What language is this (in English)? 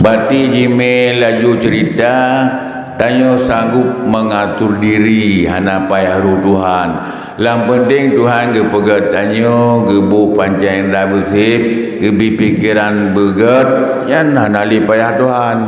Achinese